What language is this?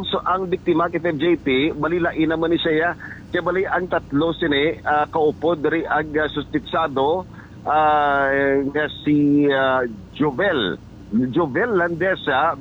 Hiligaynon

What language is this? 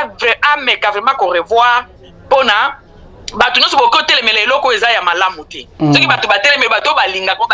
Lingala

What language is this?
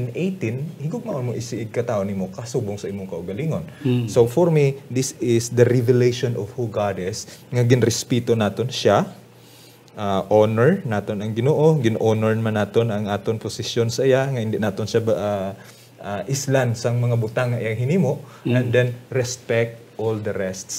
Hiligaynon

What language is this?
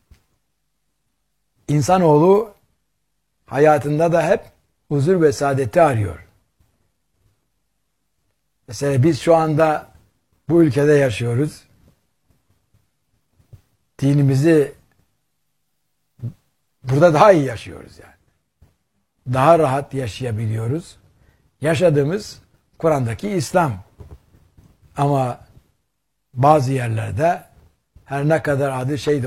Turkish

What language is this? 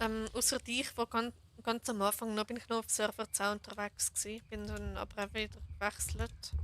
Swiss German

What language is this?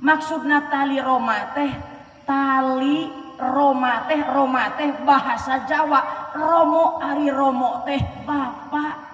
Sundanese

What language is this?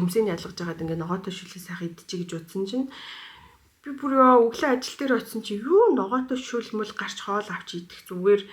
Mongolian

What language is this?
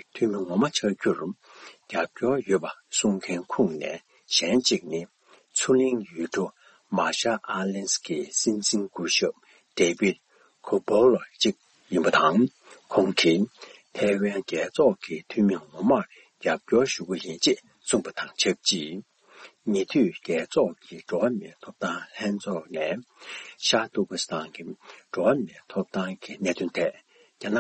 Tibetan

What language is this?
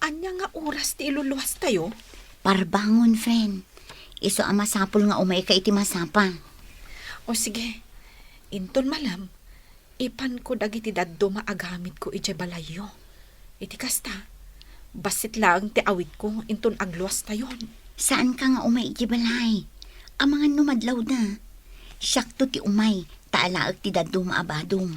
Iloko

